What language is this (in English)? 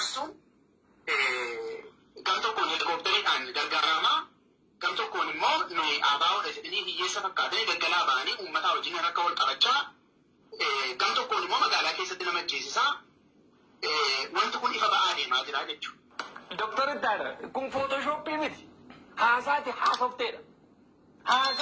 Oromo